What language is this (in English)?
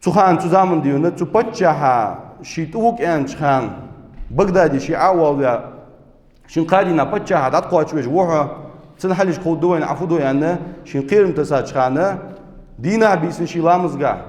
Ingush